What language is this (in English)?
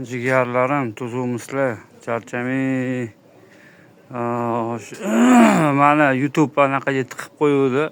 Uzbek